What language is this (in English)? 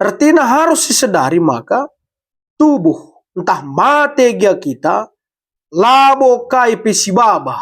Batak Karo